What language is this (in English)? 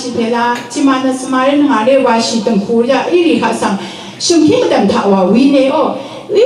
Rawang